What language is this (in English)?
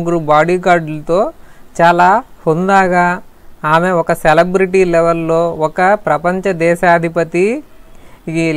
Telugu